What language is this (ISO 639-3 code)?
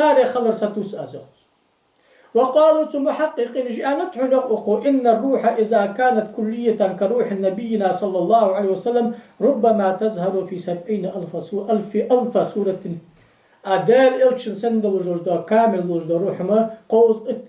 inh